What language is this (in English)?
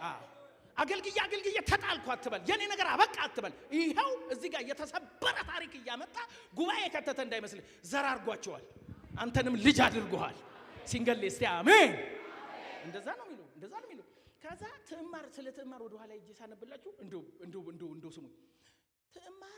Amharic